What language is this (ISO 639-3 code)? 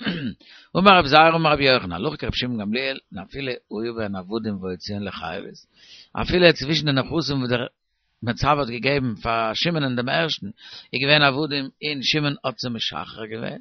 yid